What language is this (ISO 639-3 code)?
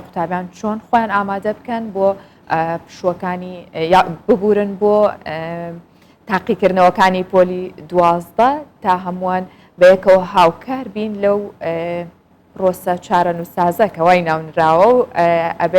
ckb